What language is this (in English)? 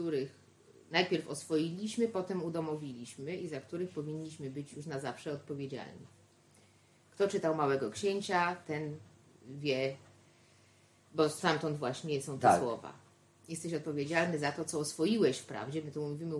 Polish